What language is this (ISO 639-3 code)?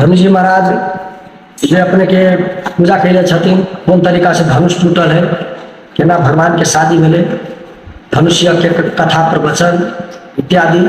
mai